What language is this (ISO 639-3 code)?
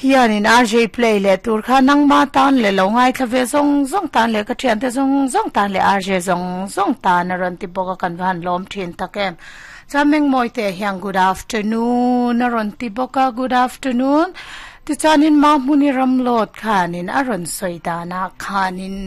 lus